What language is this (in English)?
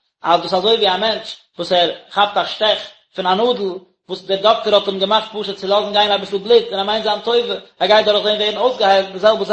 Yiddish